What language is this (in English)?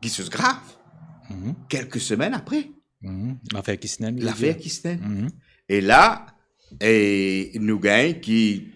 Morisyen